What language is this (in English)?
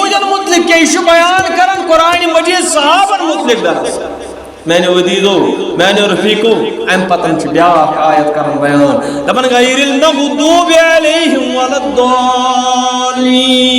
Kashmiri